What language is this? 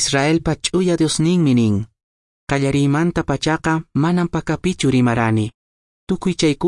Quechua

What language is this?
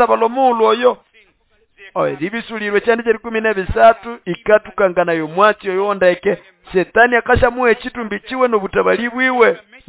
Nande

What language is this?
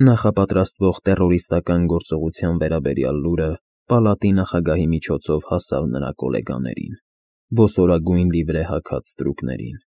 Armenian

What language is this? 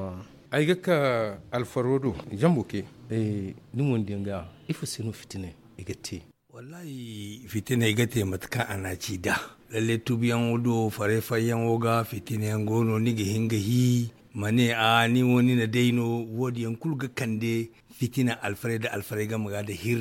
Zarma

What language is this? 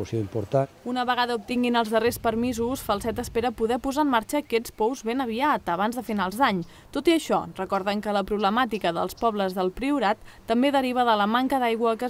Catalan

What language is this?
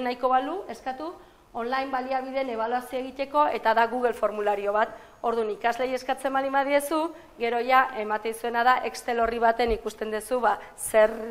Basque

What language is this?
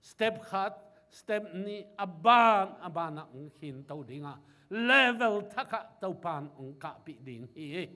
Tedim Chin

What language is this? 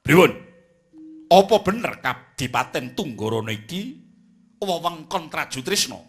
Javanese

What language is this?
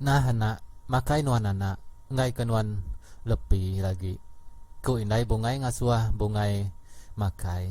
Iban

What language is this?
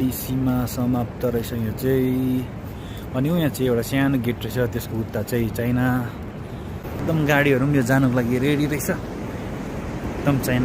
Nepali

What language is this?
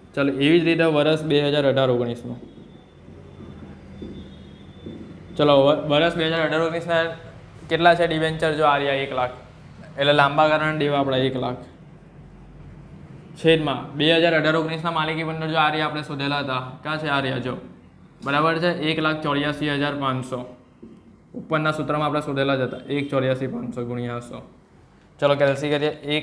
Gujarati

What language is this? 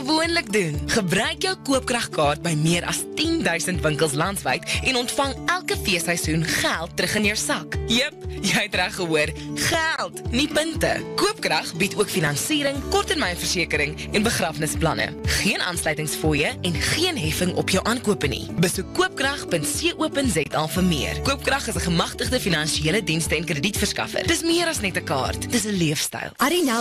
Afrikaans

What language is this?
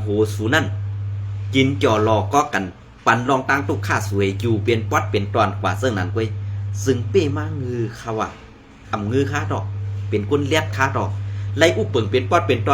Shan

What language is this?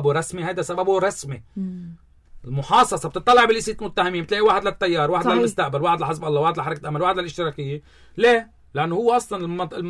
North Levantine Arabic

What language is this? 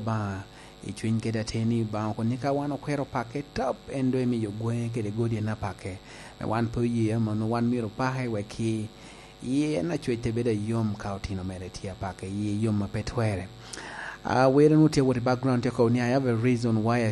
Lango (Uganda)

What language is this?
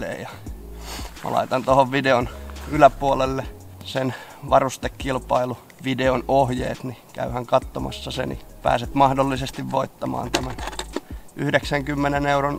Finnish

